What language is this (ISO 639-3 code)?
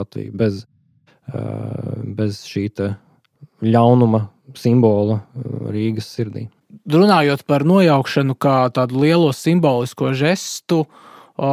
lav